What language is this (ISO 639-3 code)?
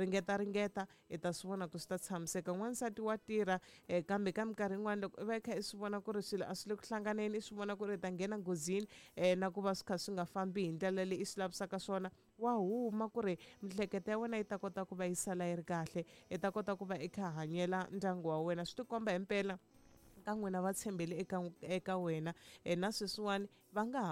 tso